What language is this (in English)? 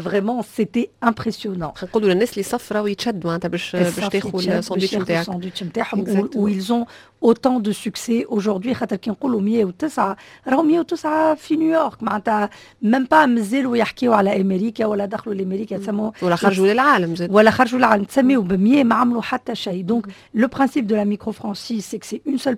Tunisian Arabic